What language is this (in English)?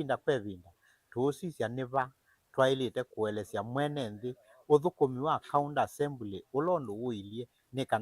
Kamba